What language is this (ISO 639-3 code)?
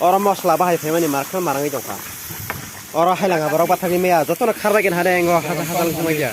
trp